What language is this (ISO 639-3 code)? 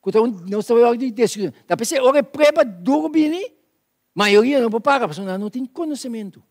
pap